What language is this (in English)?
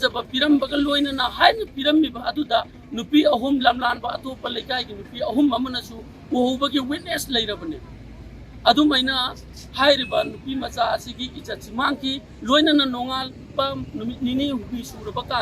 Manipuri